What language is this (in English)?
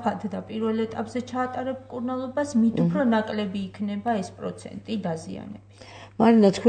Georgian